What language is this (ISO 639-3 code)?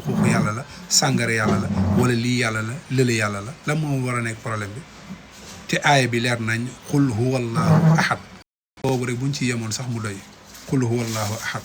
wol